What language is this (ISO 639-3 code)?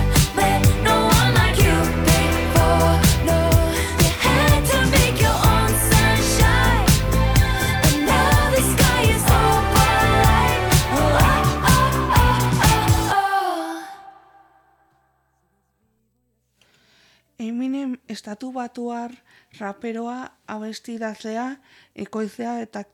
eus